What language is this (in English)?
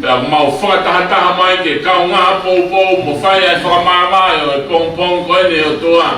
Tongan